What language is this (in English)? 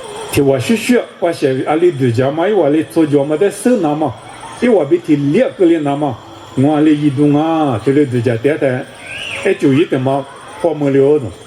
Lisu